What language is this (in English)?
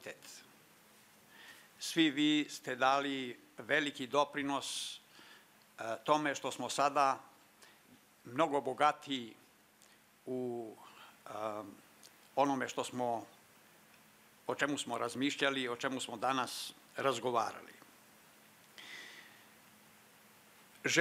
Serbian